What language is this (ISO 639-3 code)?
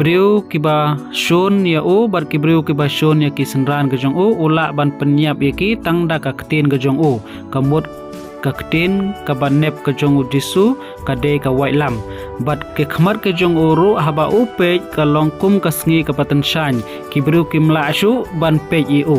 kha